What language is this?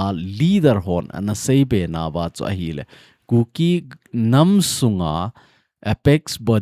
Thado Chin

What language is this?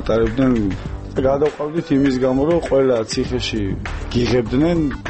Georgian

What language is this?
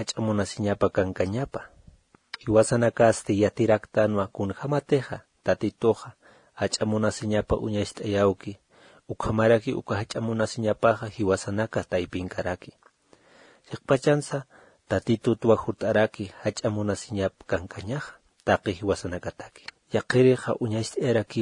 Aymara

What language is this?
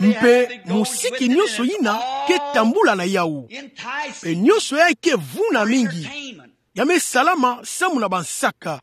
Kituba (Democratic Republic of Congo)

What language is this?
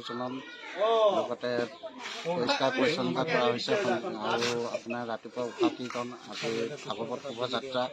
Assamese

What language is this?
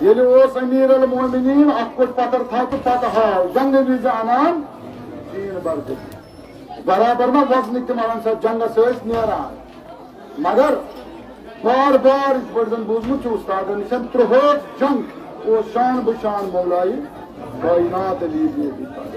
Kashmiri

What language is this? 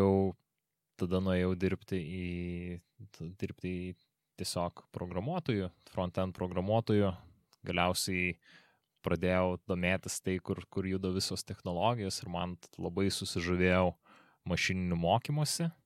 Lithuanian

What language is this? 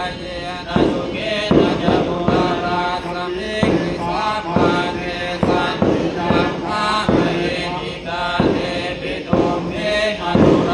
Pali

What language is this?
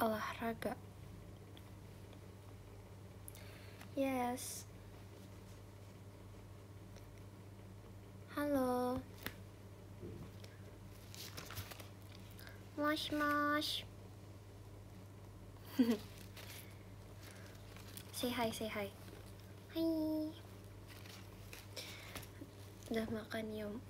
Indonesian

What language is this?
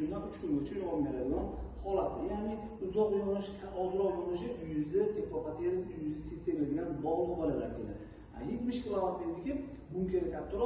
Uzbek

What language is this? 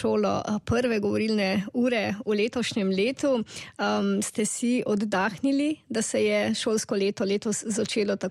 Slovenian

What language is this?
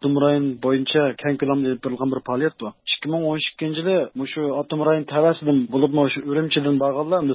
Uyghur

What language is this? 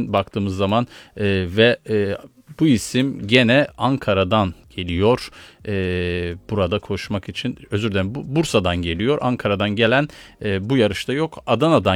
Turkish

